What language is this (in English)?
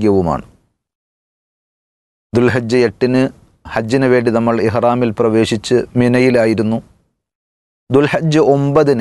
Malayalam